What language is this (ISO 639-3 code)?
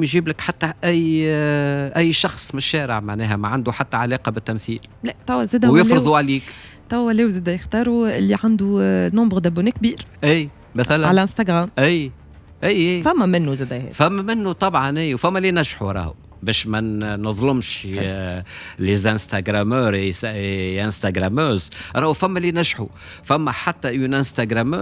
aeb